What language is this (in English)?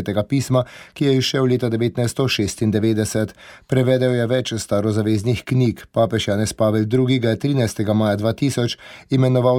Slovenian